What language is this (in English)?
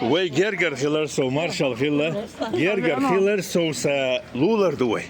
Chechen